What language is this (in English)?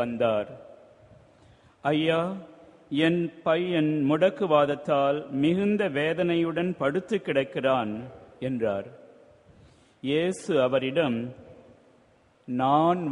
Tamil